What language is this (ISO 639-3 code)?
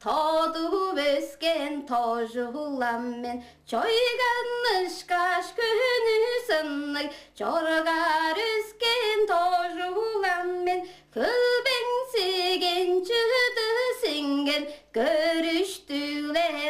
tyv